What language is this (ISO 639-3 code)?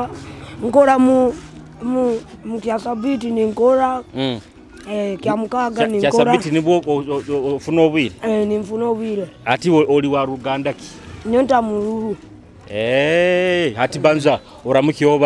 nyo